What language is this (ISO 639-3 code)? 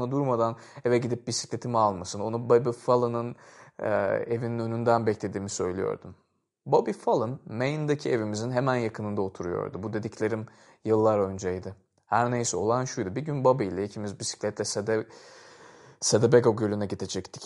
tur